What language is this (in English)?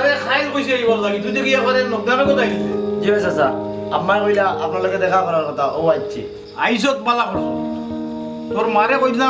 Sylheti